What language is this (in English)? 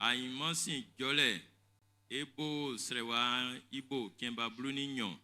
Baoulé